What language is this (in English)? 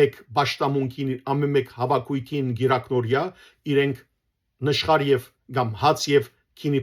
Western Armenian